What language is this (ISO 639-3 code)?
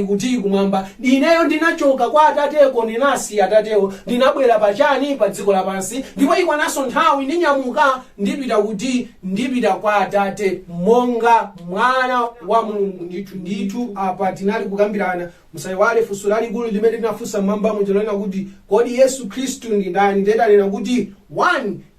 nya